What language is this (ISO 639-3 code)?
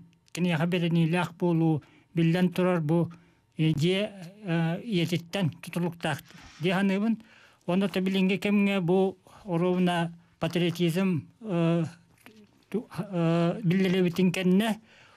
sah